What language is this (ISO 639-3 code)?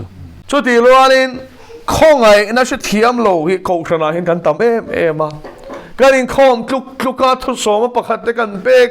lus